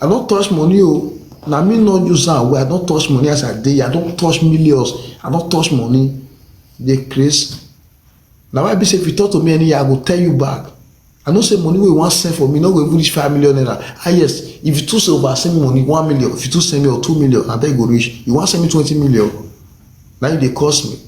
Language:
Nigerian Pidgin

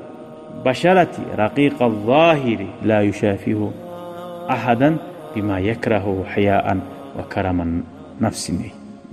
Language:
Kumyk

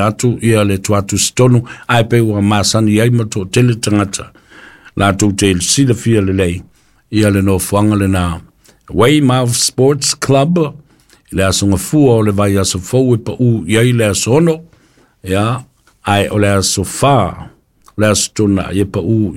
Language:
Samoan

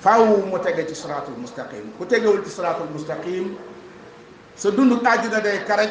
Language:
Wolof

